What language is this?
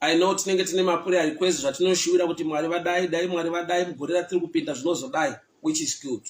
Shona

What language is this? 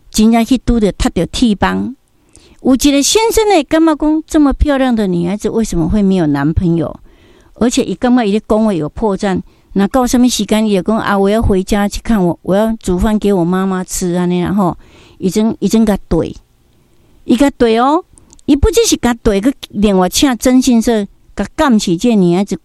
Min Nan Chinese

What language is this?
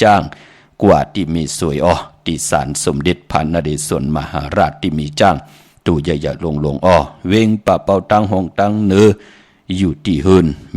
Shan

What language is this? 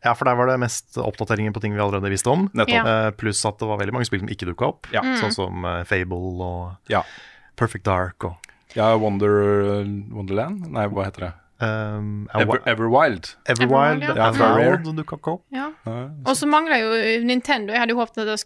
Norwegian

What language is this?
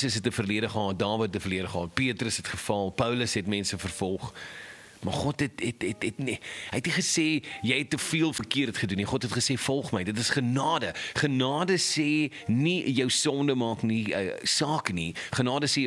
Afrikaans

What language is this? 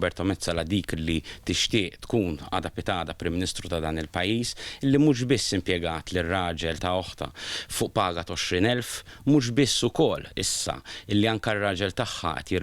Maltese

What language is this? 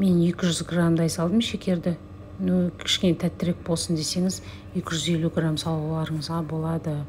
Kazakh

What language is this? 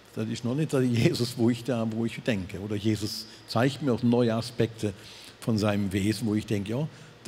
Swiss German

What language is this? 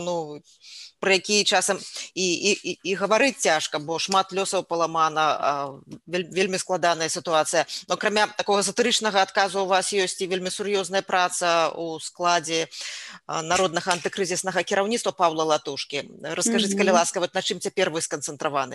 Belarusian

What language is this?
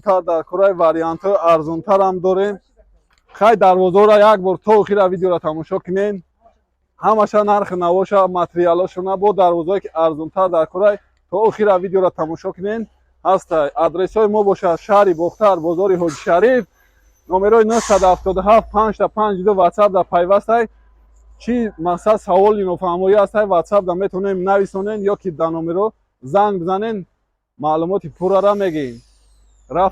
Tajik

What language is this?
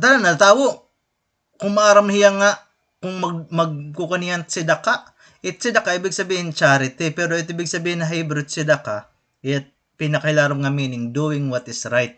Waray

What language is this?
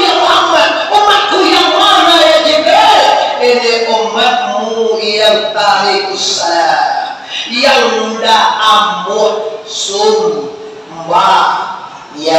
Minangkabau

